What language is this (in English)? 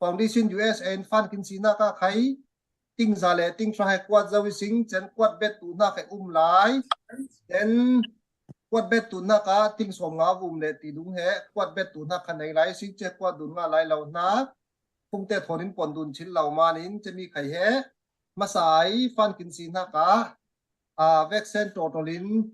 Falam Chin